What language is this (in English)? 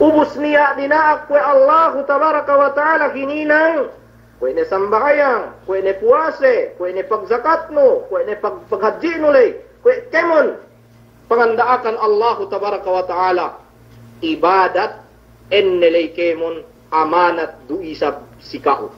Yakan